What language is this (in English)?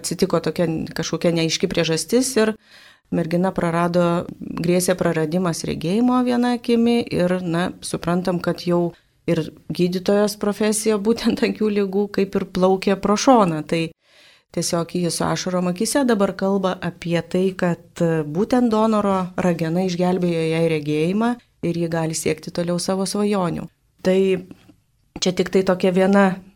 Lithuanian